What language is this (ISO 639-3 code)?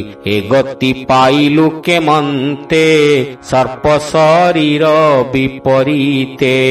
ori